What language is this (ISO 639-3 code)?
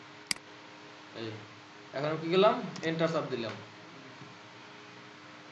ben